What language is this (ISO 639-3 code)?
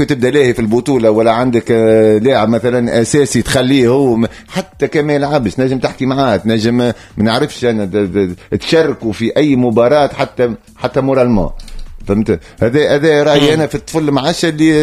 aeb